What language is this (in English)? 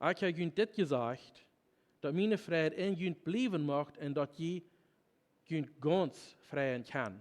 Plautdietsch